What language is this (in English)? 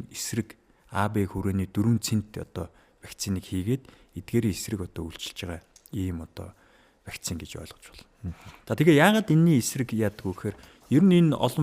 Mongolian